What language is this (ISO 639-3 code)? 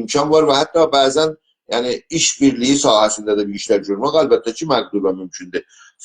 azb